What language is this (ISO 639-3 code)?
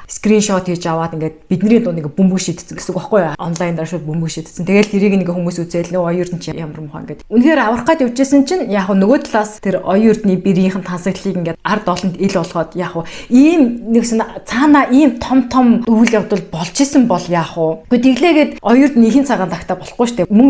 mon